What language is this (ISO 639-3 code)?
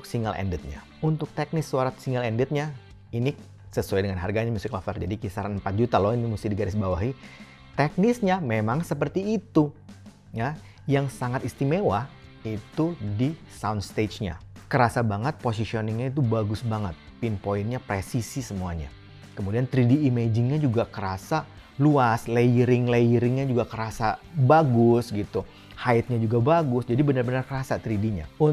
ind